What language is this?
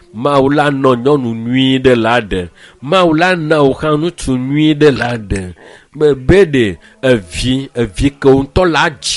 Ewe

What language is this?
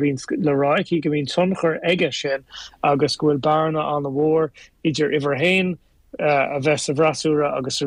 Irish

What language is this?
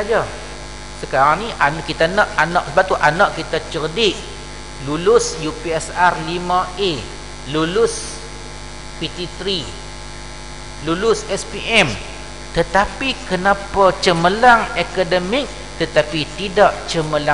Malay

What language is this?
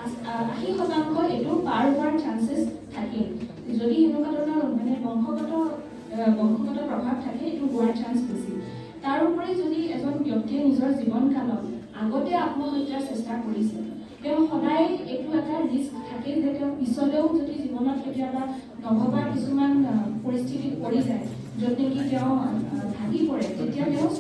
Assamese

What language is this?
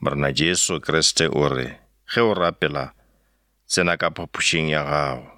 Northern Sotho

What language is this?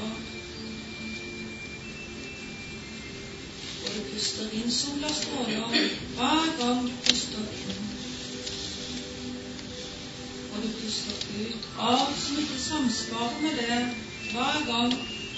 Norwegian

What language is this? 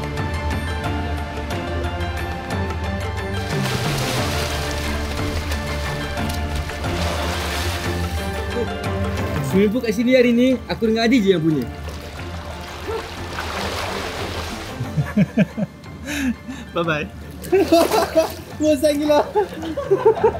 Malay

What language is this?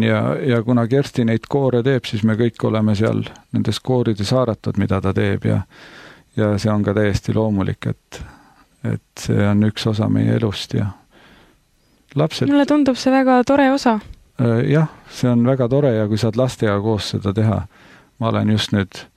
Estonian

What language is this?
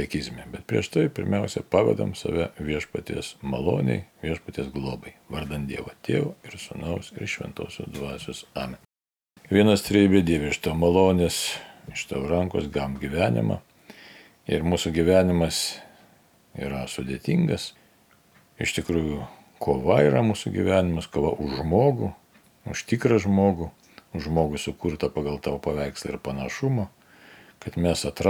Lithuanian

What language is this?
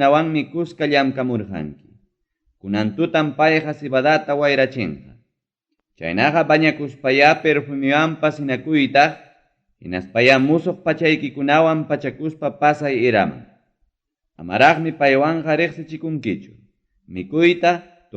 Ayacucho Quechua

